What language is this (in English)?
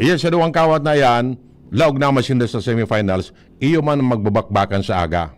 Bikol